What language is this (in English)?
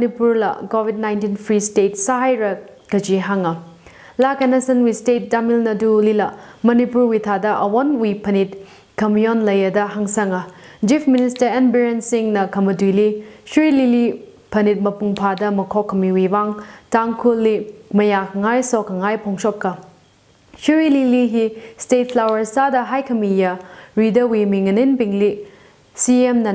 Tangkhul Naga (India)